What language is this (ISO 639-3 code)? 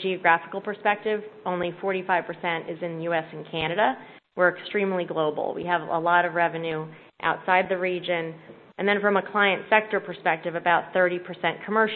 eng